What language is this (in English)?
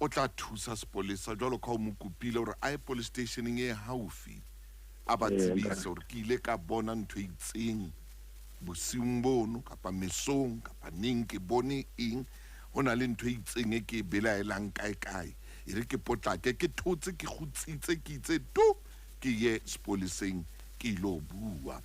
Southern Sotho